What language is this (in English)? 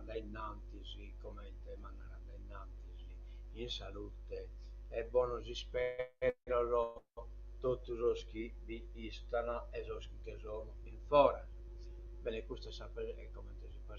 Sardinian